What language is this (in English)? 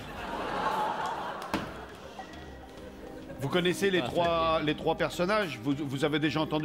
French